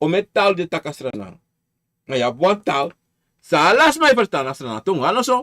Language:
Sranan Tongo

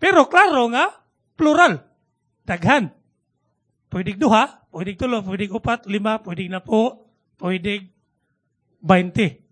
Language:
Cebuano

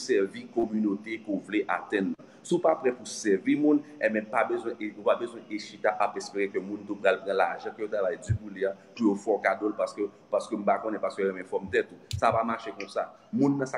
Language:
Haitian Creole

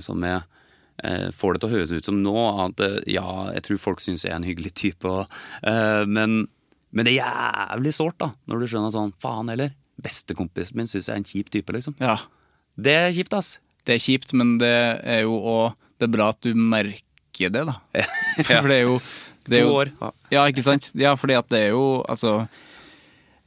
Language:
Norwegian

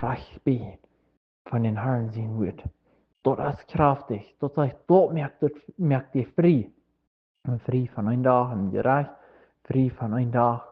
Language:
Plautdietsch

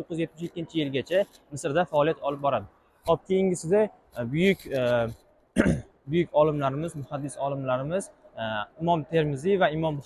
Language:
Uzbek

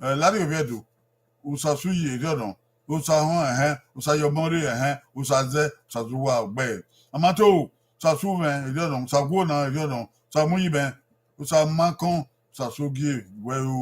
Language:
Bini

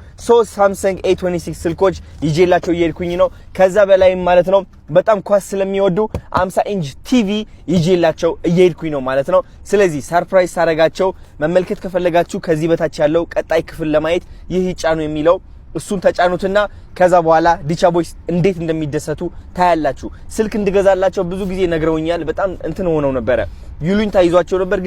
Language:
Amharic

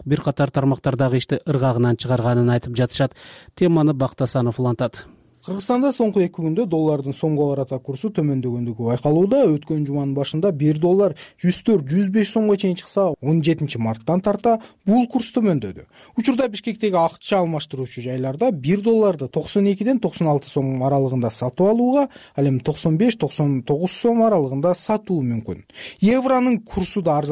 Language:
Kyrgyz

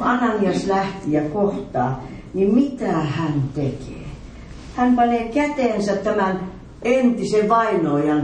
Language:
Finnish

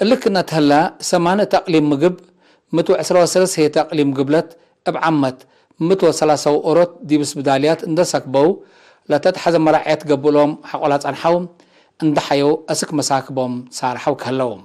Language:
Tigre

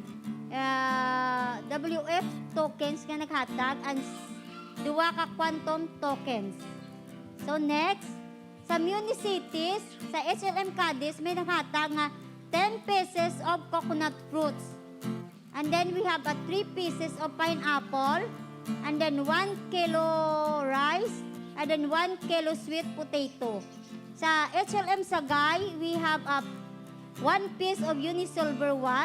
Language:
Hiligaynon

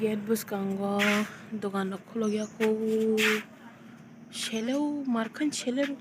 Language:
Kok Borok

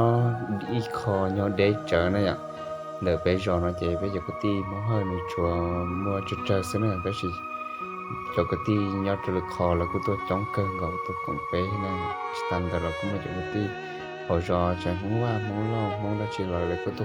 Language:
Hmong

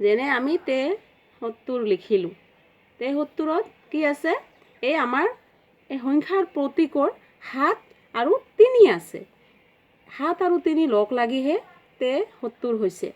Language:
Assamese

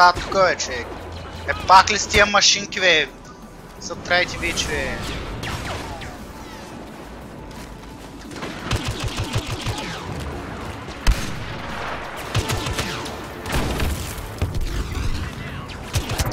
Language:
Bulgarian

